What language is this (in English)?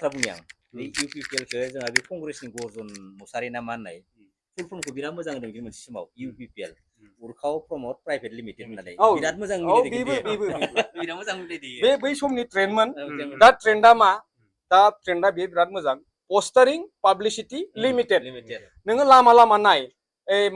Bodo